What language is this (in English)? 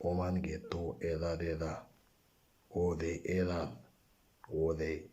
Moro